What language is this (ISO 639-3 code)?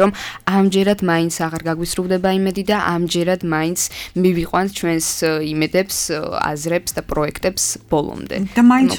kat